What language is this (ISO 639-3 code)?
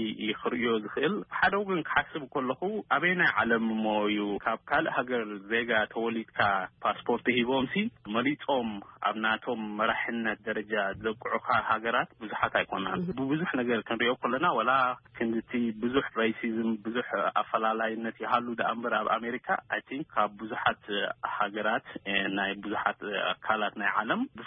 tir